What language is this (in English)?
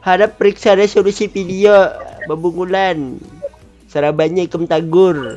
Banjar